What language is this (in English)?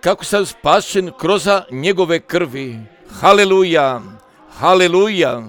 Croatian